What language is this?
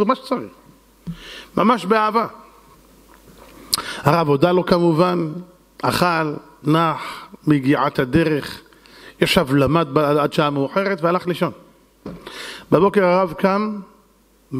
Hebrew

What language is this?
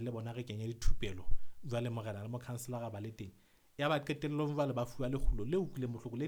Southern Sotho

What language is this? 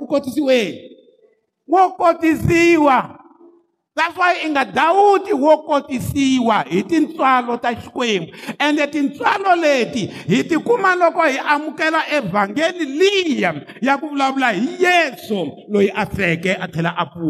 Tsonga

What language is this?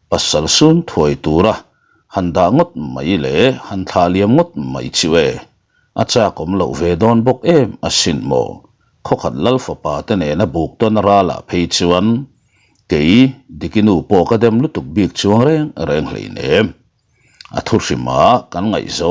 Mizo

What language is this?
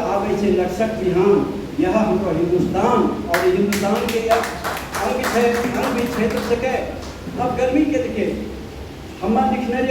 Angika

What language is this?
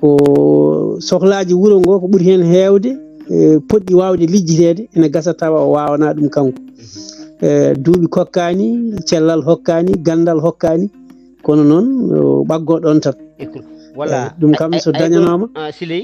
Fula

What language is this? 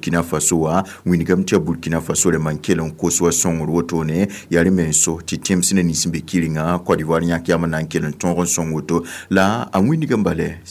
Mossi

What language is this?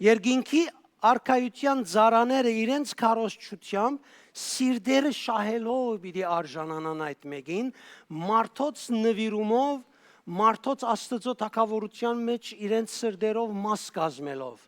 Western Armenian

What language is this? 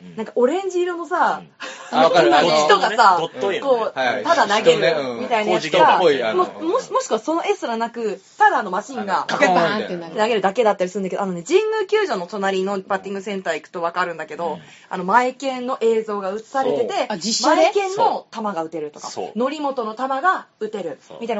Japanese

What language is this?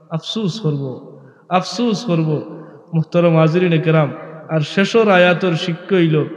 Sylheti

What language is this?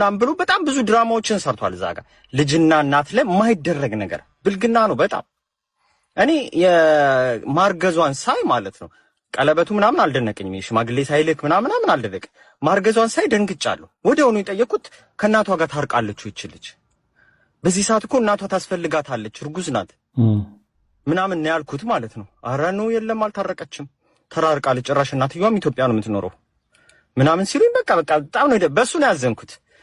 Amharic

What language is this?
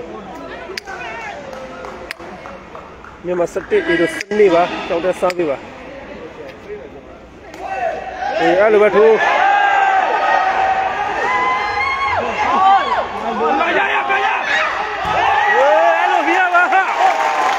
Burmese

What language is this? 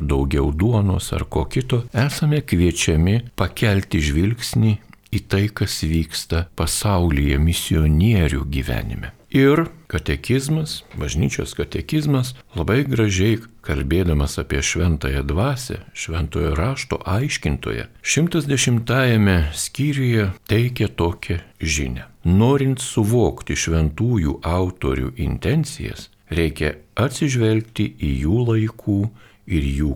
Lithuanian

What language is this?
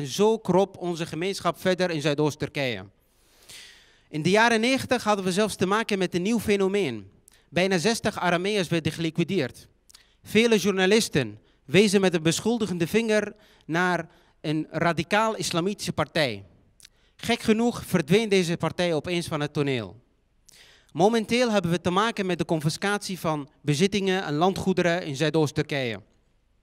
Dutch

